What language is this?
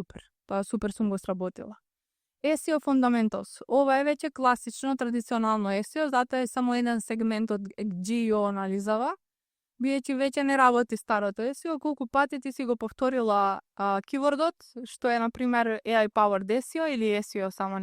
Macedonian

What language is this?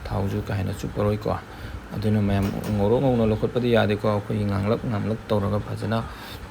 Manipuri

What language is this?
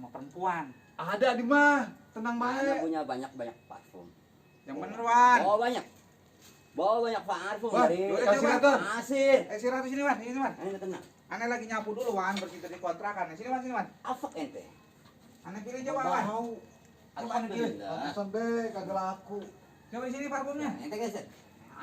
Betawi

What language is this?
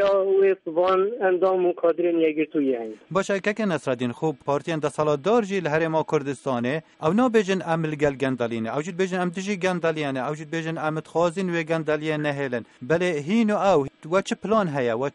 Kurdish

